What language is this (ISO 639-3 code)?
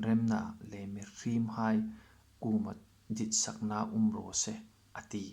hmr